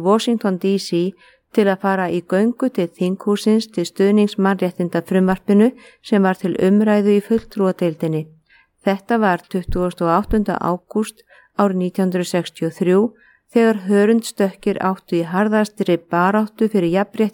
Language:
Icelandic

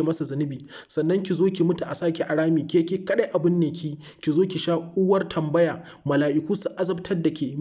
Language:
Hausa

